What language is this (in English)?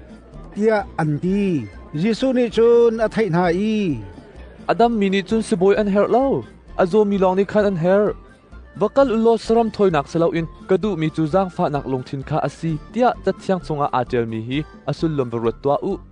Hakha Chin